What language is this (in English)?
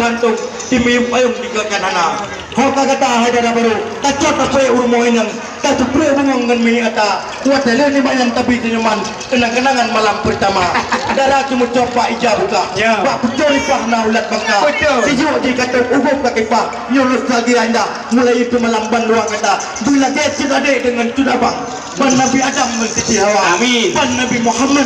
Achinese